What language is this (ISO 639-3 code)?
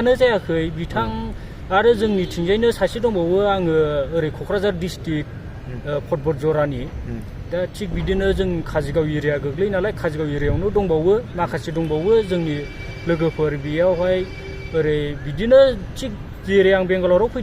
brx